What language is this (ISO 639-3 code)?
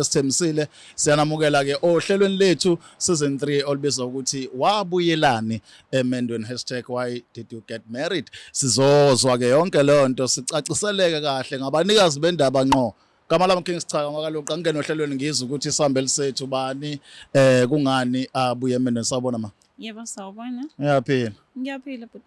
zul